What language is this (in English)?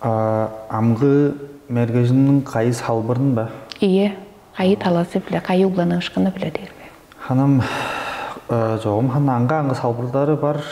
Tuvinian